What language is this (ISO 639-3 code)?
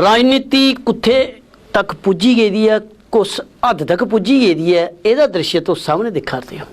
doi